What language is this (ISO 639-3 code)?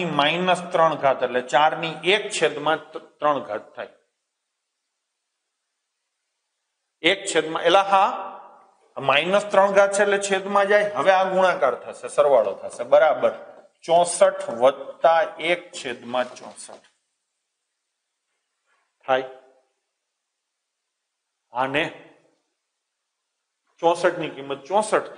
guj